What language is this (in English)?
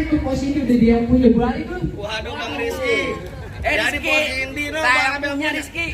Betawi